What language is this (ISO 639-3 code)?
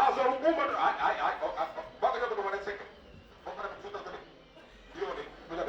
ven